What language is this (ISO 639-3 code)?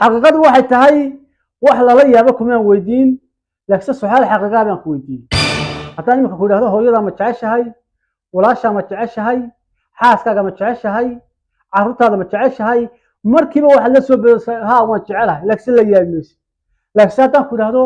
som